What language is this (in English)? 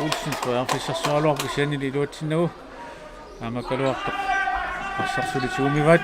Kalaallisut